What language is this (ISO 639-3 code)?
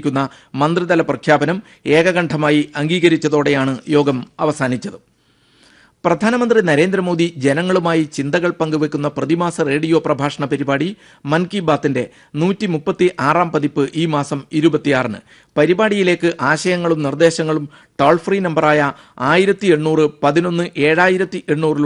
mal